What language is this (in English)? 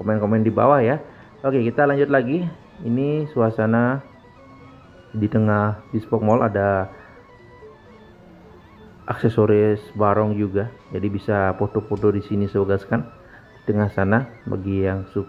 Indonesian